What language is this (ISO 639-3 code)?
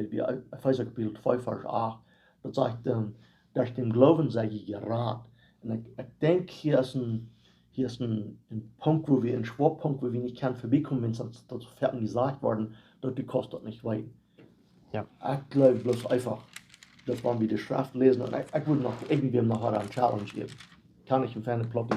pdt